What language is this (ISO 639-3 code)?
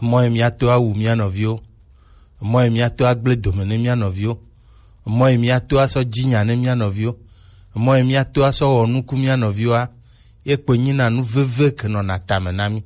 gej